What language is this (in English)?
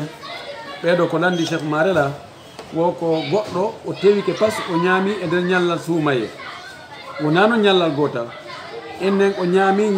Fula